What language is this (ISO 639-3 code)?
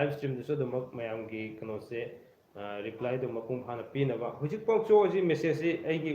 mni